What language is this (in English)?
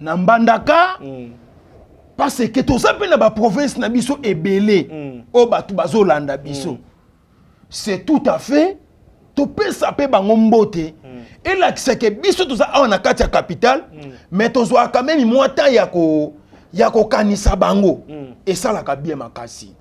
Lingala